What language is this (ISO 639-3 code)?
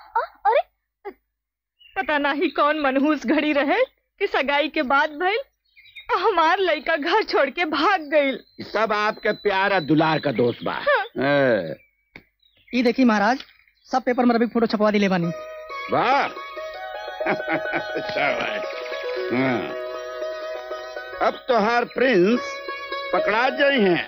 bho